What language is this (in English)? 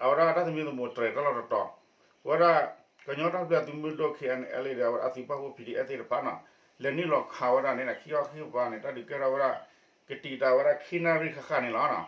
S'gaw Karen